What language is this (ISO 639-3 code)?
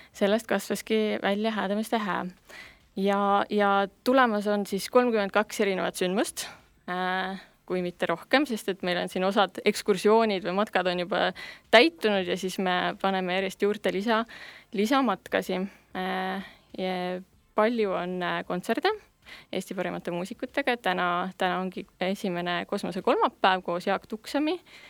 est